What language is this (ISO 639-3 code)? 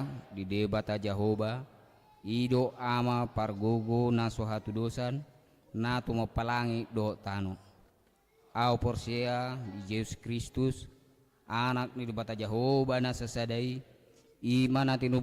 bbc